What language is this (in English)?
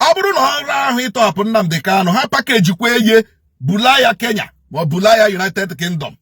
Igbo